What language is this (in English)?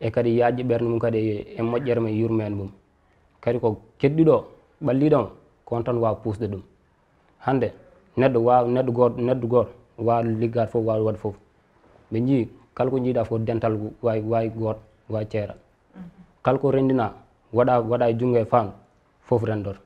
Fula